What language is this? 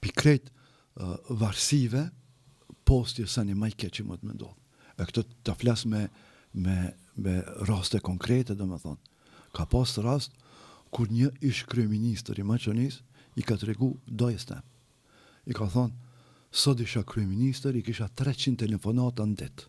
Albanian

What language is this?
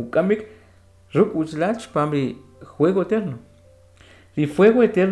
Kʼicheʼ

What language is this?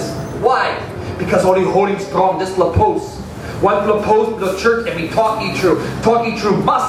Tok Pisin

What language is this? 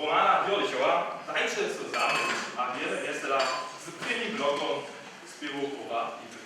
Upper Sorbian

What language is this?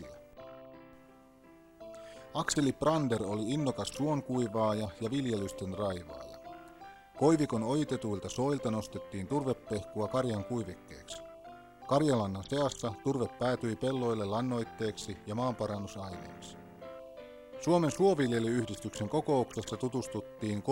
Finnish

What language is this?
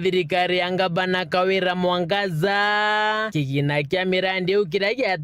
Meru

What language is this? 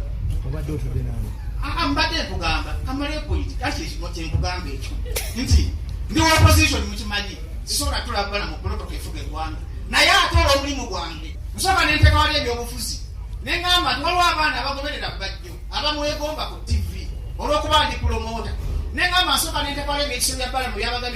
Ganda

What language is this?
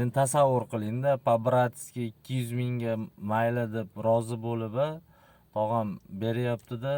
Uzbek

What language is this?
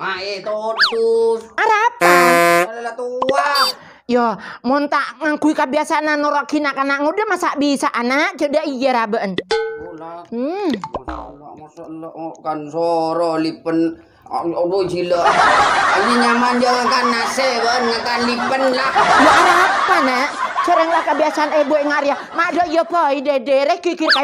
Madurese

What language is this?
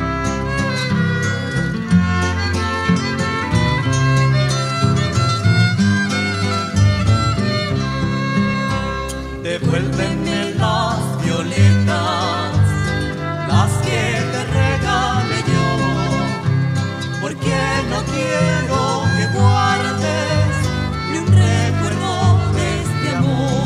Spanish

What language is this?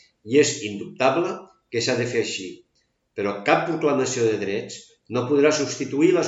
Catalan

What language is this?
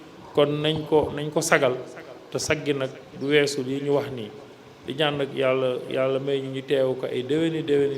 Wolof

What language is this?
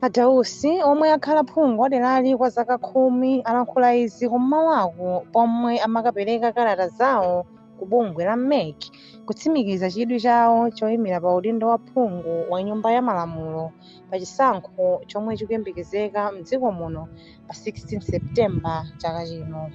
Nyanja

